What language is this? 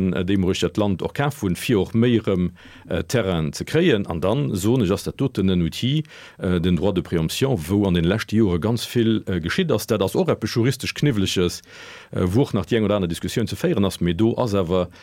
Luxembourgish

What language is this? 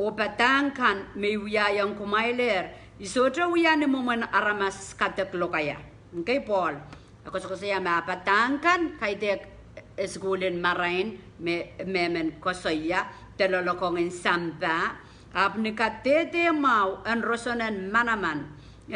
Pohnpeian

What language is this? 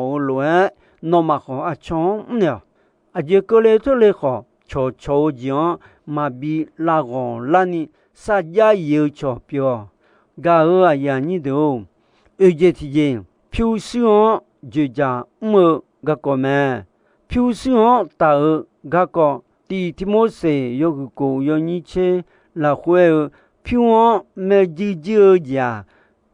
Akha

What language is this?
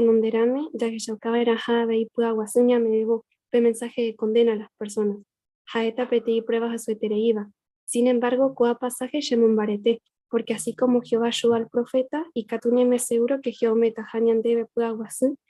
Guarani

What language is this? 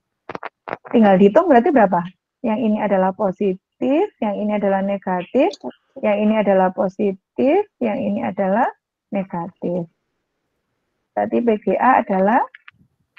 Indonesian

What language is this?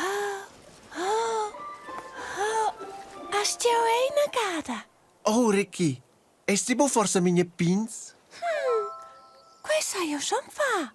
Romansh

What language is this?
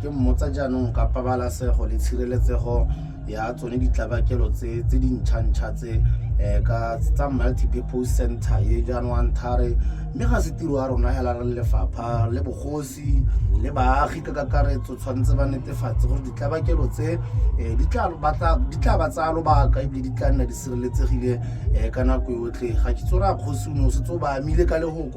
Tswana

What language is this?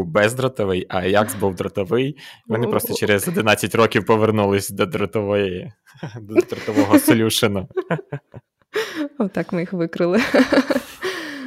Ukrainian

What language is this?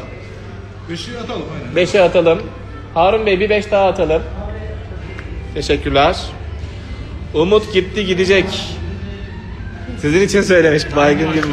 Turkish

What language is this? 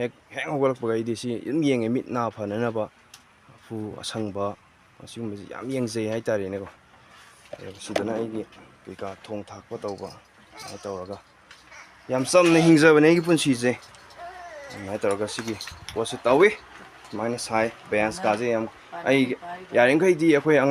Manipuri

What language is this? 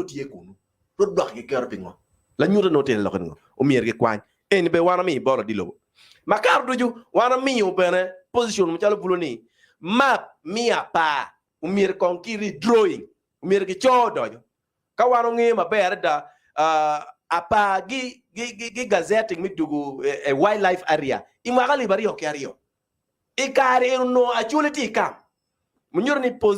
Acoli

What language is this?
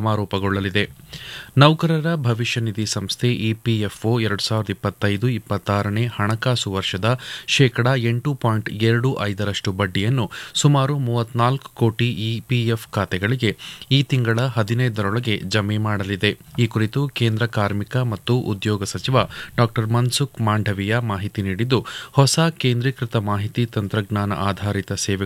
Kannada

